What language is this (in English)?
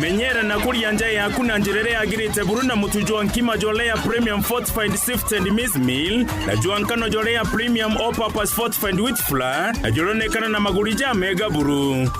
Meru